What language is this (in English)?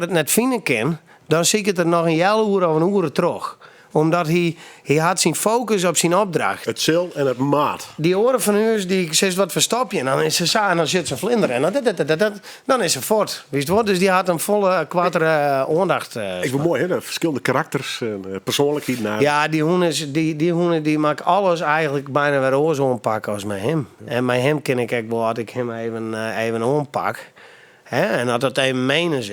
Western Frisian